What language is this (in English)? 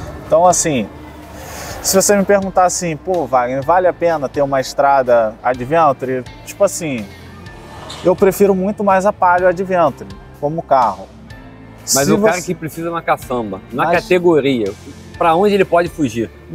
Portuguese